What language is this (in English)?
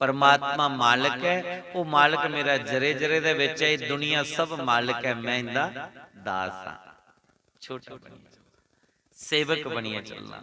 Dogri